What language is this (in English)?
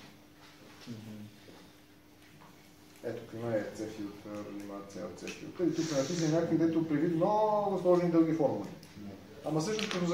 Bulgarian